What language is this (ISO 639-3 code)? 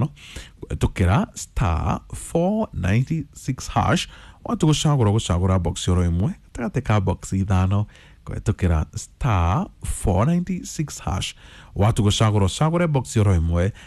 kik